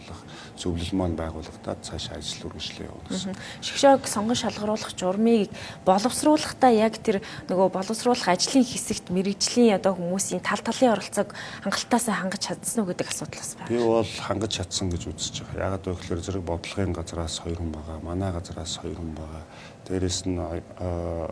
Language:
Mongolian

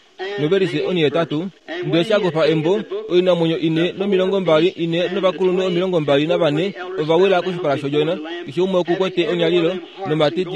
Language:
Kuanyama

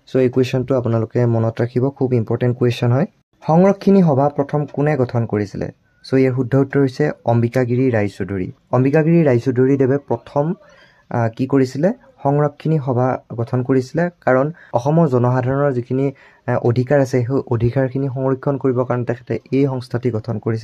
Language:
Assamese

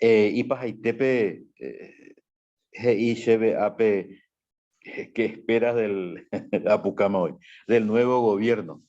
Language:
Guarani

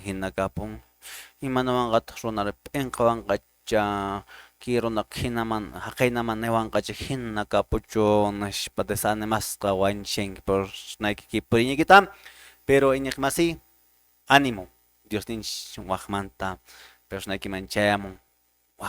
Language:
Quechua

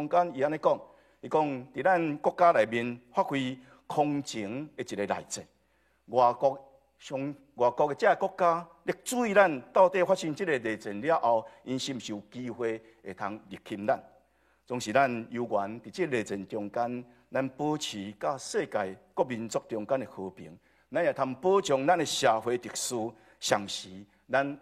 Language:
Min Nan Chinese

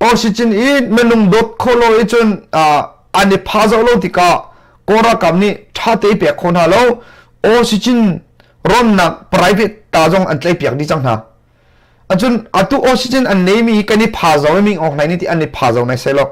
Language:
Hakha Chin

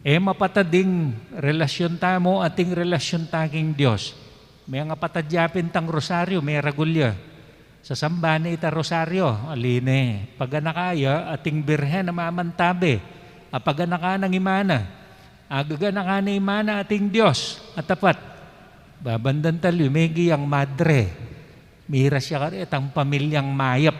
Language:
Pampanga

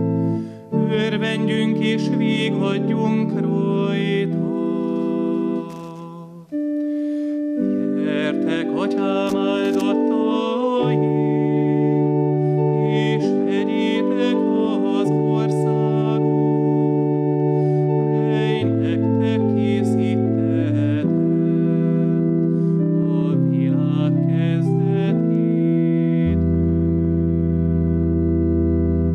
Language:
Hungarian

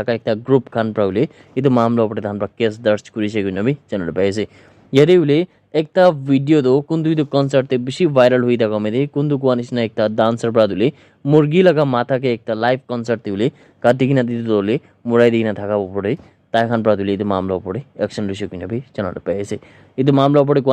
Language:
Naga Pidgin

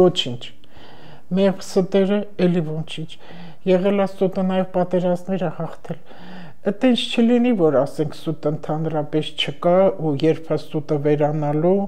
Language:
Armenian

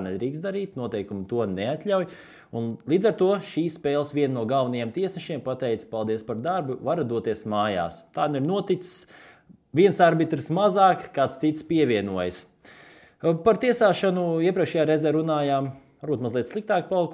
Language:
Latvian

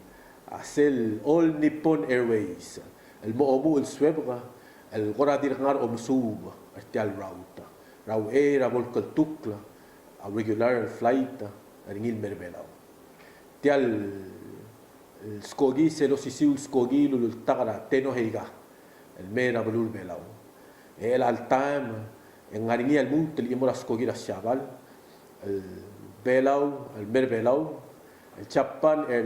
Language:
Palauan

